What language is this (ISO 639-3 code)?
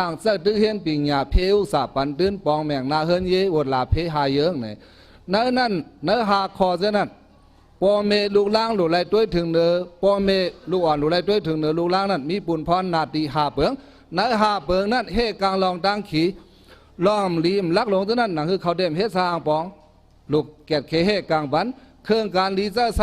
shn